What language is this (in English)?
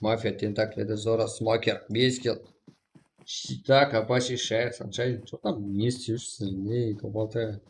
Kara-Kalpak